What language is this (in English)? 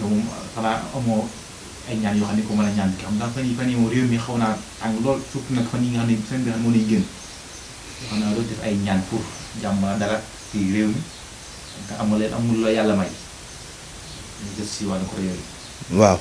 Wolof